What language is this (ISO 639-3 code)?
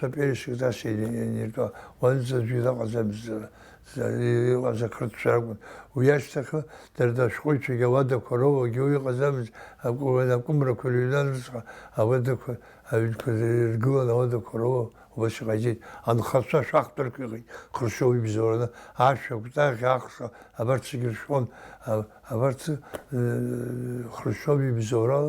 abk